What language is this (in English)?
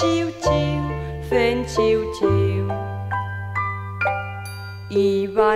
Catalan